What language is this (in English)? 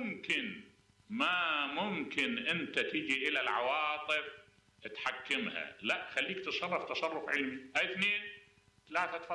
Mesopotamian Arabic